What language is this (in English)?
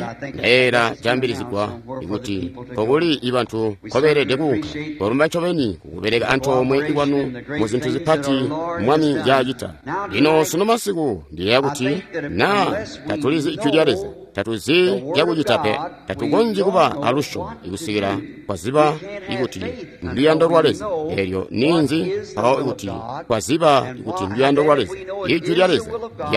Tonga (Zambia)